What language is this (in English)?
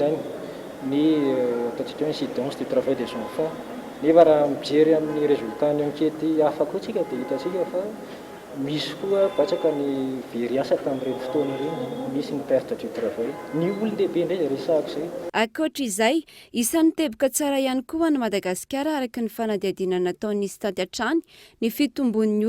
Malagasy